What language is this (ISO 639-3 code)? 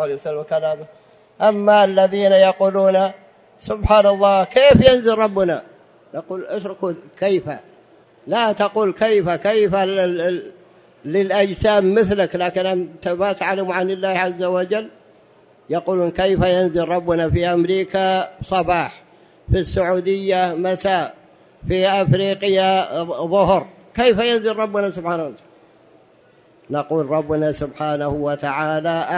ara